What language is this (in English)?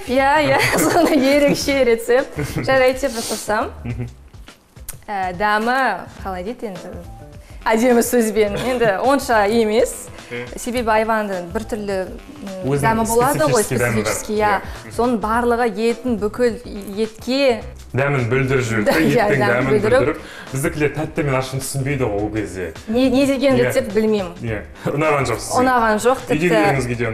Kazakh